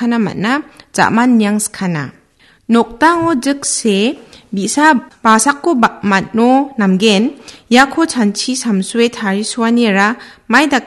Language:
Garo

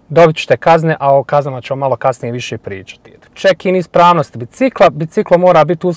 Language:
Bosnian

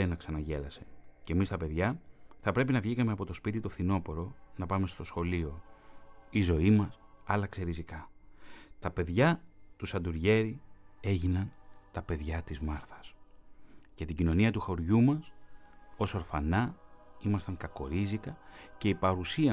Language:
Greek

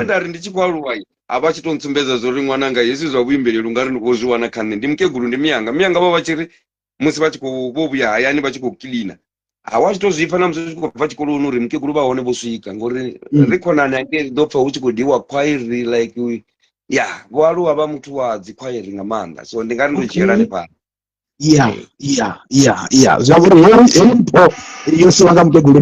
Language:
Venda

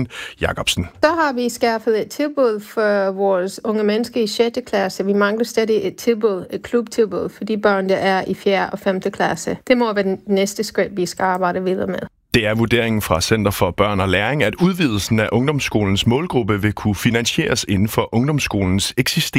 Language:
Danish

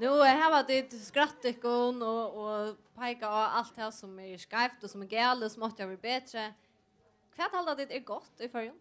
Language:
Faroese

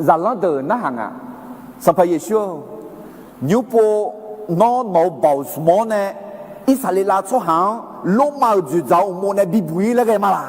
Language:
Akha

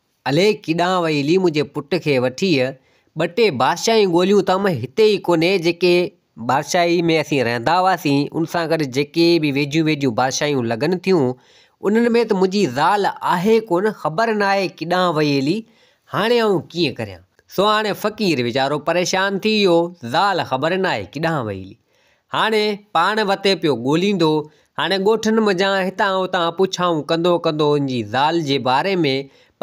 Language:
Sindhi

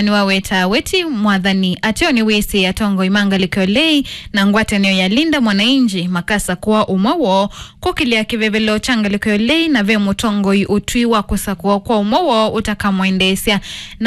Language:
Kamba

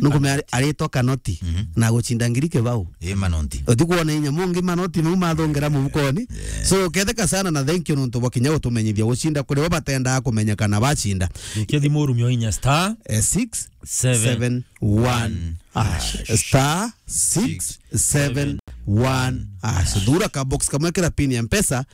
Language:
Meru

